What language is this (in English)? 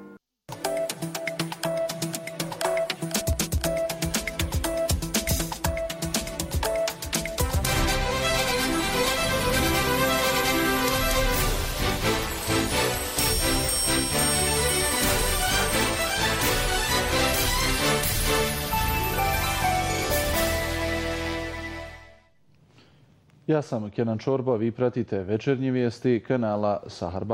Bosnian